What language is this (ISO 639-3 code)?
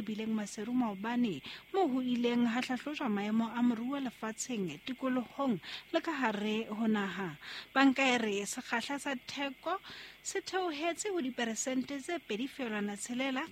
sot